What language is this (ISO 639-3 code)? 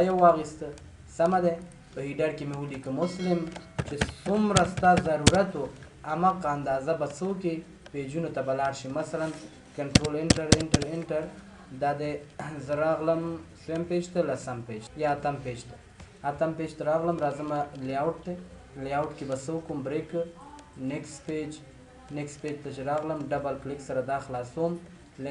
pus